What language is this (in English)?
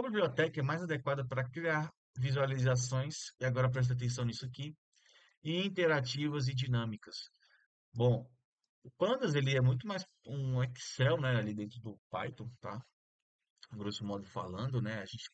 Portuguese